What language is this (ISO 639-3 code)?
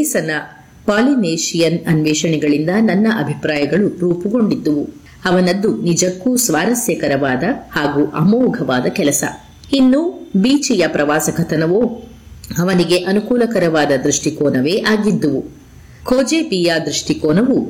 kan